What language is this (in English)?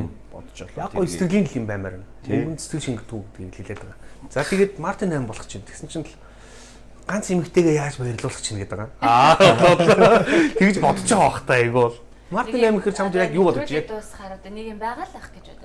Mongolian